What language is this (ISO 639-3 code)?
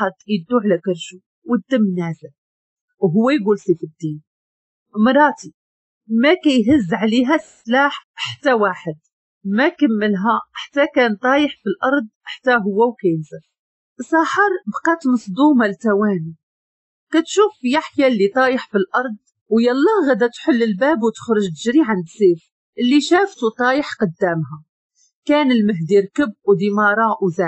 ary